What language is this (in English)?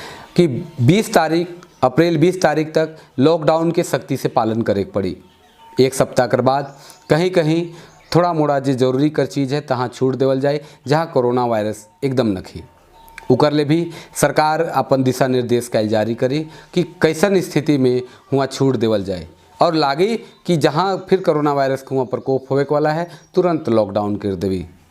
Sadri